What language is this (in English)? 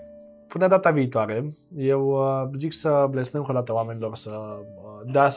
Romanian